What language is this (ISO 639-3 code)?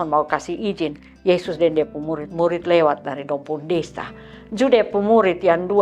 mkn